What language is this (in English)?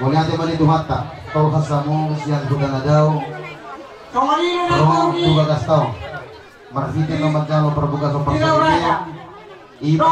Batak Toba